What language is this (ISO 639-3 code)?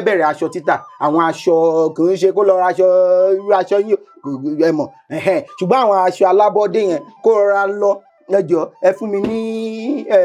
yor